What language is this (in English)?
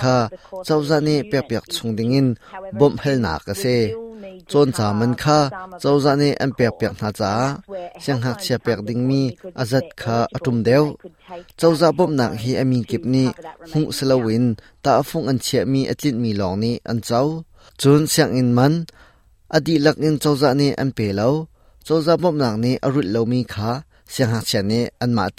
Hakha Chin